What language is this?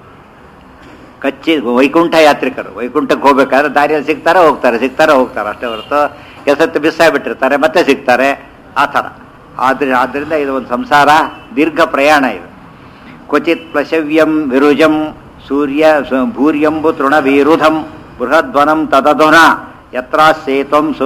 Kannada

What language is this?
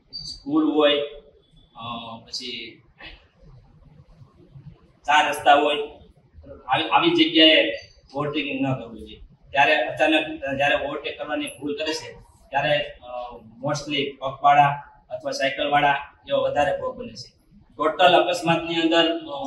Gujarati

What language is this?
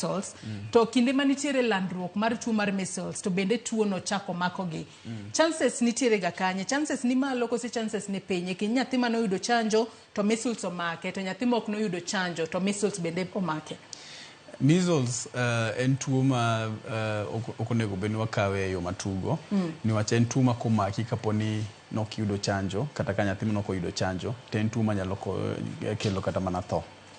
Luo (Kenya and Tanzania)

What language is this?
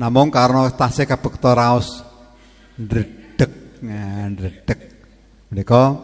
Javanese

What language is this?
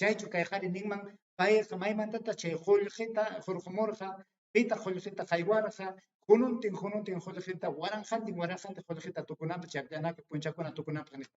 Ayacucho Quechua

